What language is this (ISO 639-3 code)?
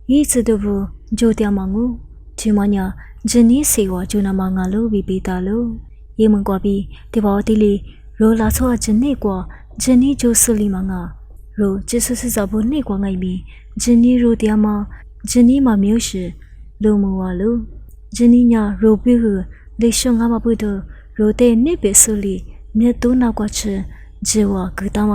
lis